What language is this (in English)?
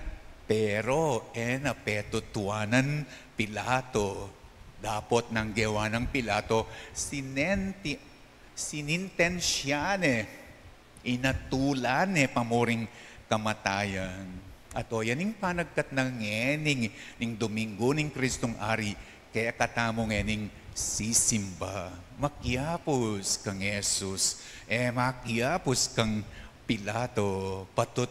Pampanga